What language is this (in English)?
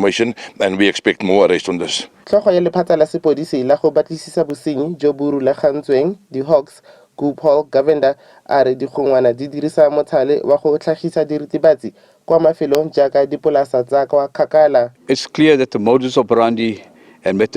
Tswana